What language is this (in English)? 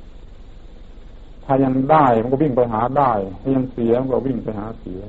Thai